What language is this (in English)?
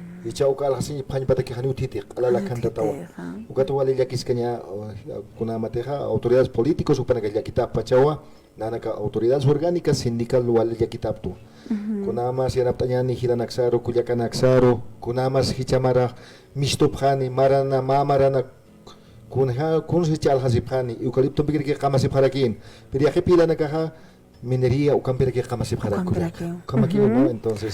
Aymara